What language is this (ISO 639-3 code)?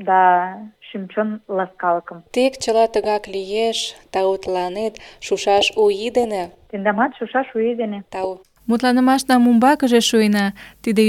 chm